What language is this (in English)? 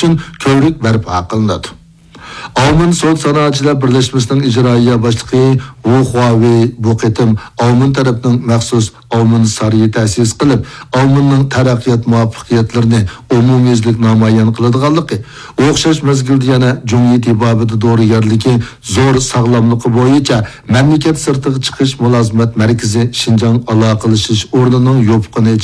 Uyghur